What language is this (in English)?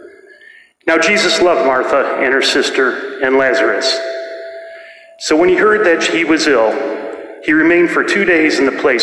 English